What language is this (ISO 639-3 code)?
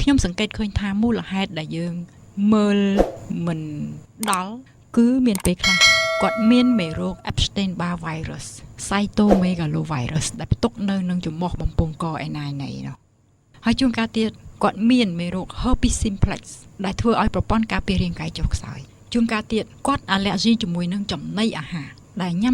khm